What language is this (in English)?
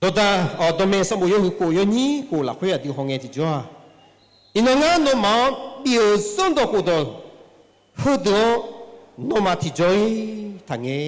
Akha